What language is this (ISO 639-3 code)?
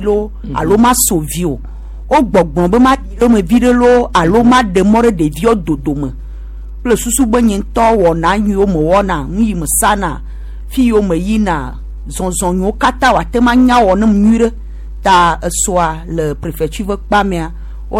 gej